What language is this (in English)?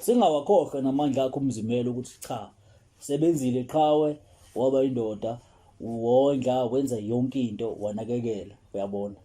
Zulu